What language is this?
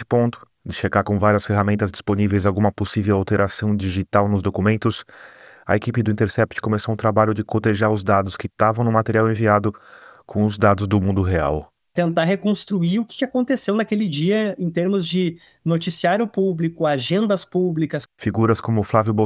Portuguese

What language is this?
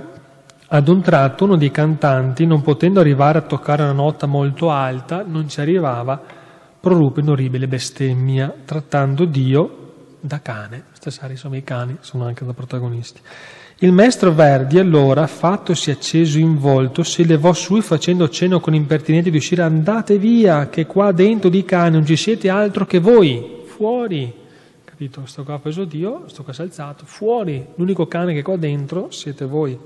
Italian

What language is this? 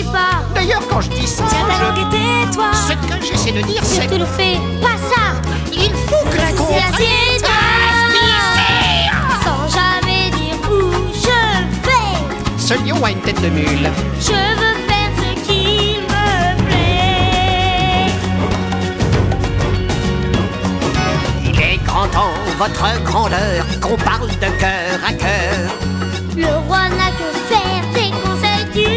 French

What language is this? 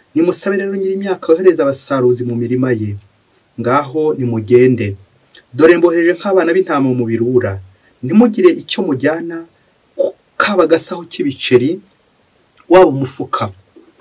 Kinyarwanda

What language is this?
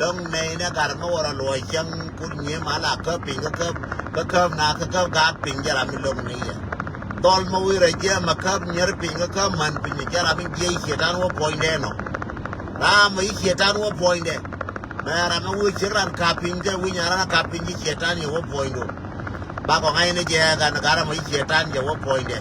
Nuer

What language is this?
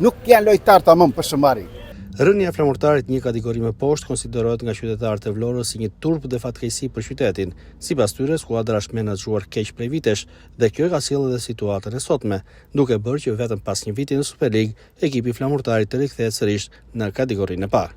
Albanian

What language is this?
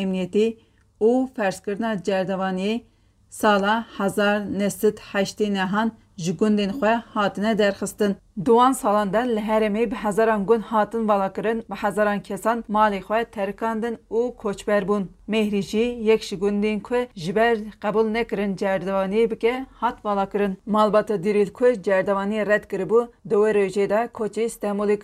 Kurdish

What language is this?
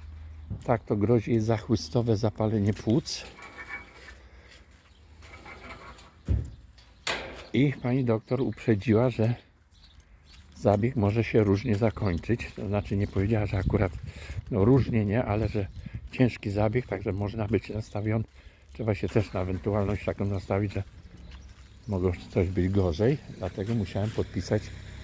Polish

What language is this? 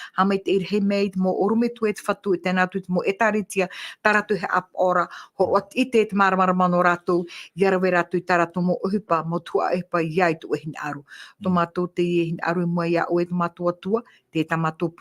Tahitian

